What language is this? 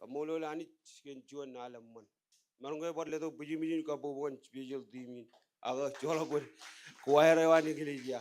Marshallese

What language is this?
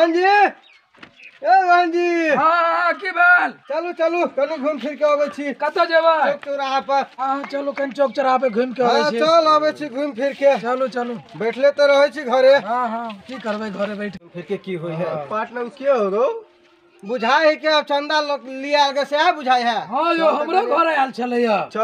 Maithili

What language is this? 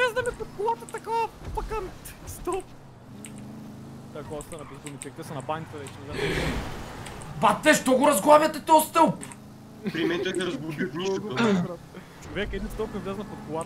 Bulgarian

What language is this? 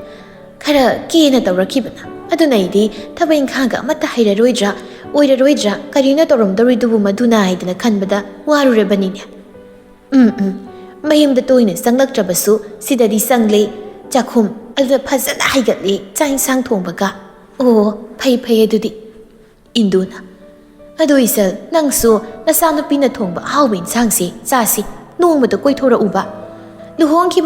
Manipuri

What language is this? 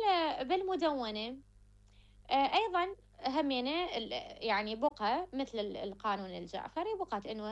Mesopotamian Arabic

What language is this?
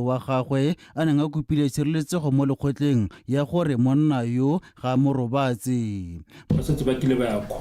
Tswana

